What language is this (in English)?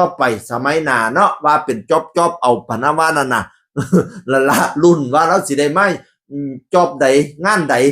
Northeastern Thai